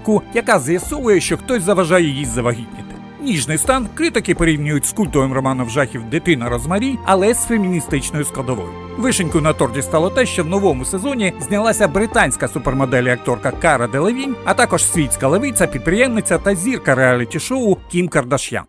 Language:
Ukrainian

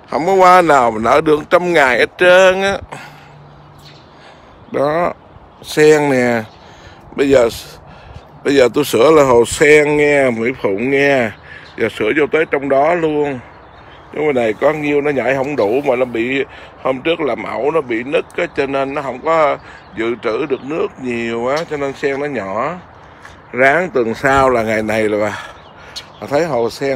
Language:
Vietnamese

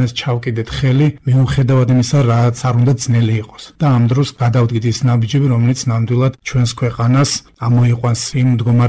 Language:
Georgian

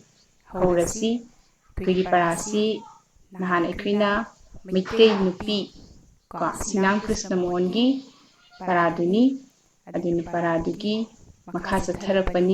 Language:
Manipuri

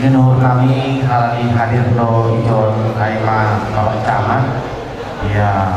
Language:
Batak Simalungun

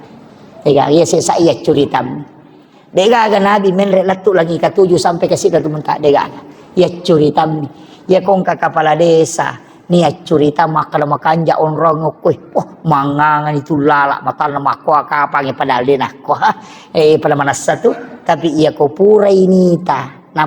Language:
Buginese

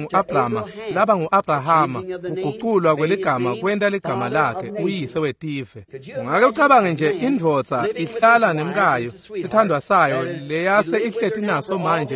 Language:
Swati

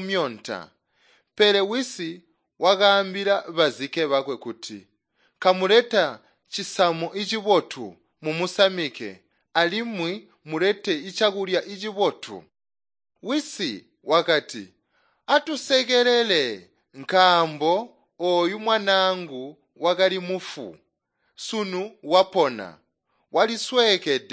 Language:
Tonga (Zambia)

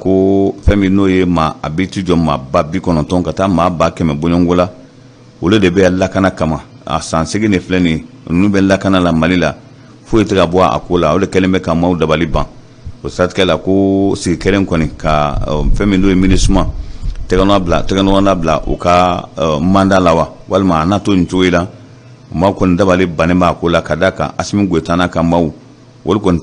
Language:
Bambara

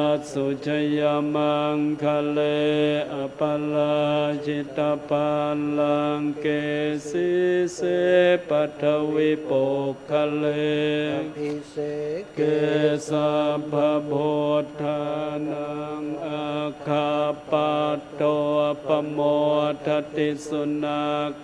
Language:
Pali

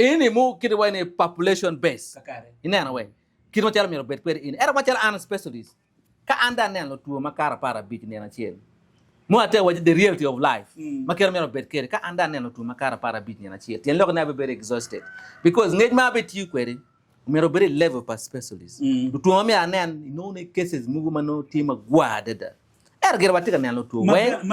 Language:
Acoli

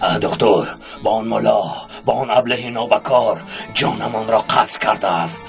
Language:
Tajik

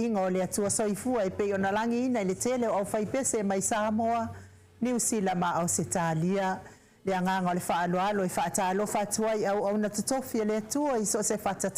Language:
Samoan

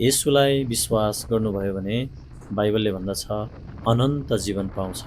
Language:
Nepali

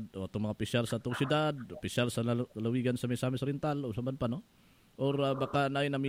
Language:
Cebuano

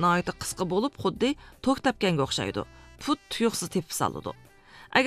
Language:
Uyghur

